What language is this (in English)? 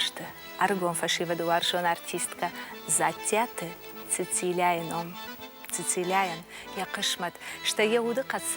Ossetic